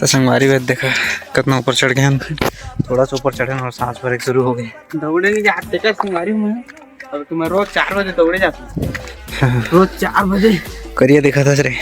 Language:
Chhattisgarhi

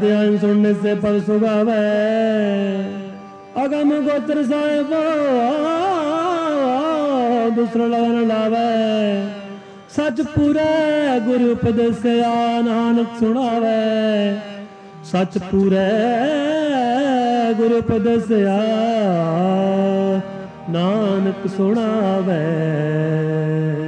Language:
Punjabi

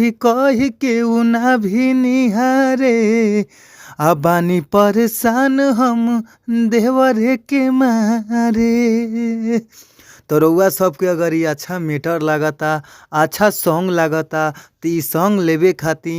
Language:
Bhojpuri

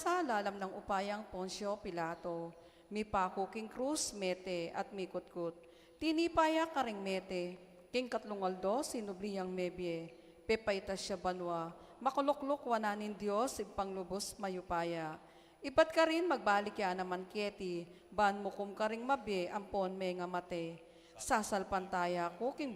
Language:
Pampanga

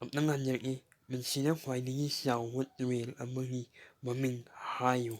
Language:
Manipuri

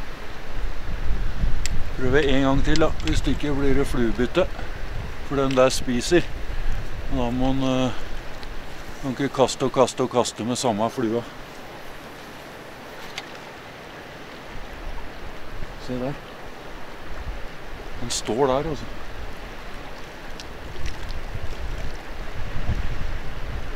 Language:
Norwegian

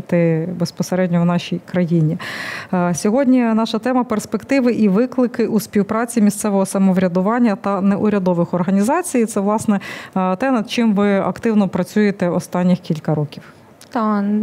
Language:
Ukrainian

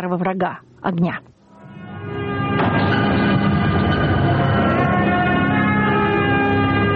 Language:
Russian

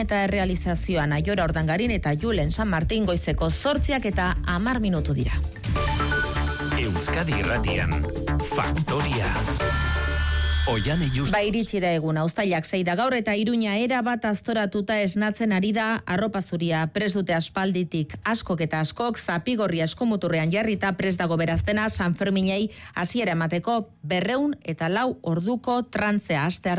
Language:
Basque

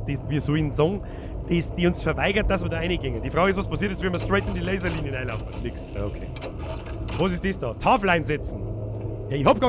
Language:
Bavarian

